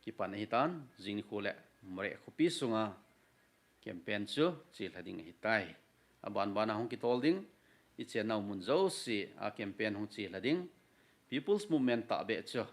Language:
Thado Chin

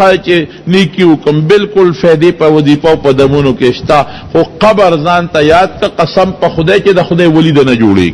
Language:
Pashto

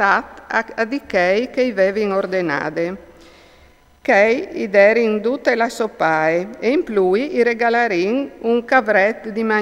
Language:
Friulian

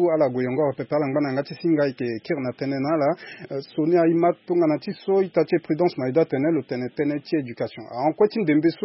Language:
Sango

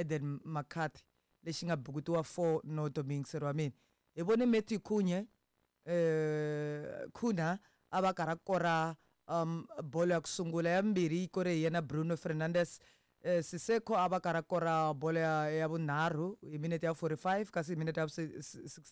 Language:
Tsonga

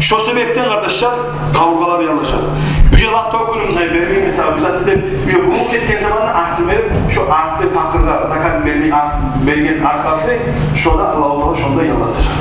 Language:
Kumyk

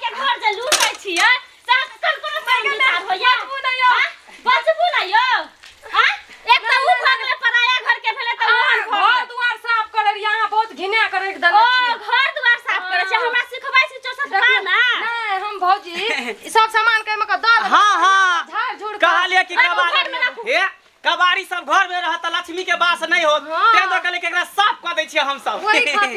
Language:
Maithili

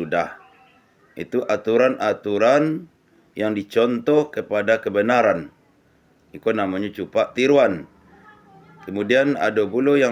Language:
Minangkabau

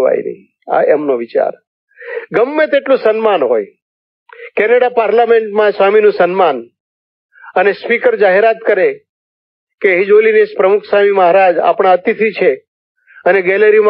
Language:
Gujarati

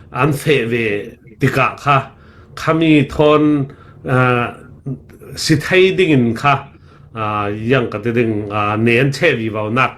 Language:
Falam Chin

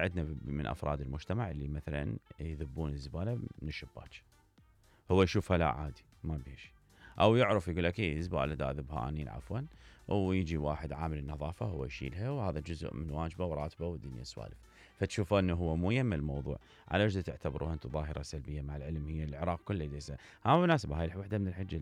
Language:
Mesopotamian Arabic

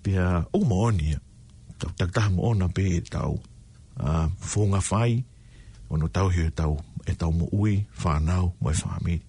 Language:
Tongan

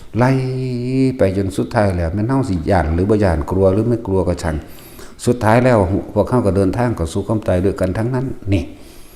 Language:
Northeastern Thai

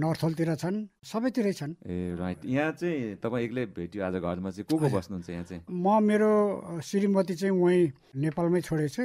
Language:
Nepali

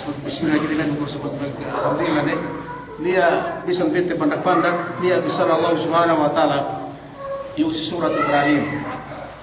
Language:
Yakan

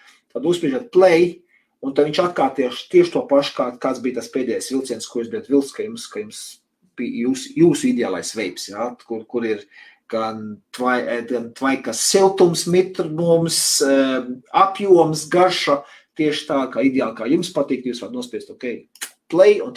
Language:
Latvian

